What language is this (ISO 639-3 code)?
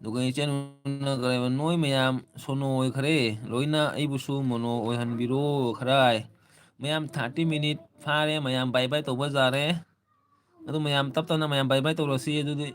mni